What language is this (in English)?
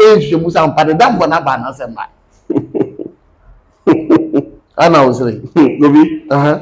Akan